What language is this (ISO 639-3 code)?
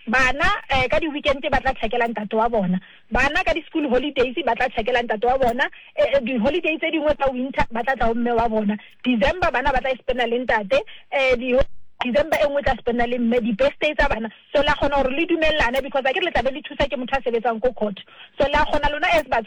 sot